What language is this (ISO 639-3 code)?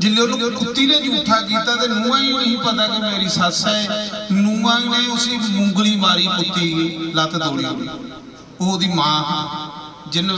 doi